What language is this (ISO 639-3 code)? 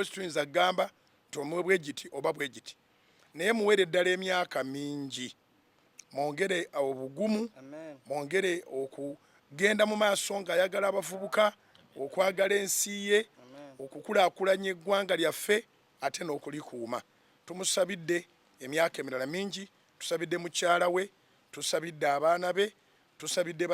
lug